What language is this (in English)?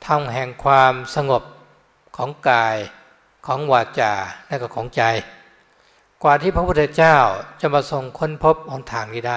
Thai